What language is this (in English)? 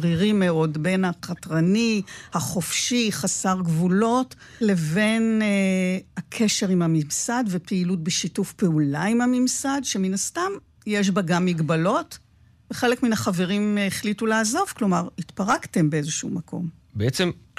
Hebrew